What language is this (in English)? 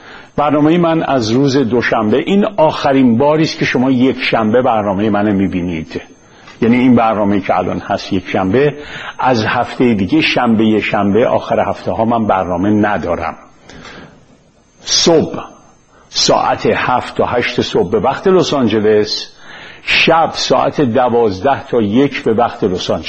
Persian